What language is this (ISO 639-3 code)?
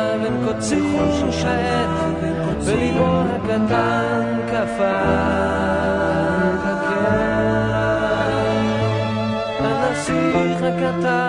heb